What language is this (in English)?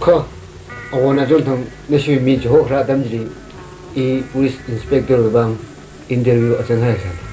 Tangkhul Naga (India)